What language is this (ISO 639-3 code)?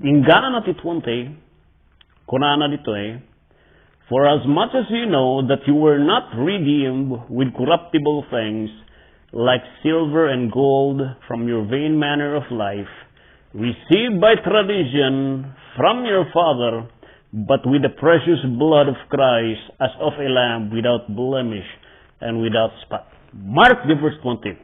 ilo